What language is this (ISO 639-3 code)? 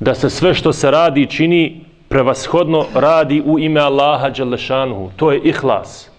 bos